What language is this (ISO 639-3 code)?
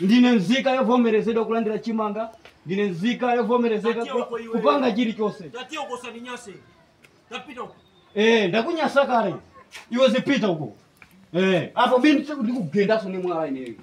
nya